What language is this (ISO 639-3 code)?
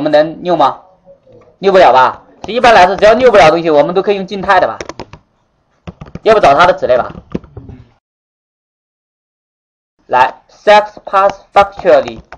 zho